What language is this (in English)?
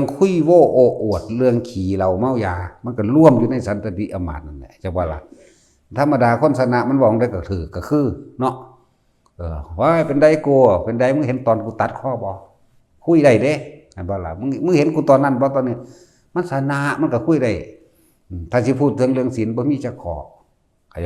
Northeastern Thai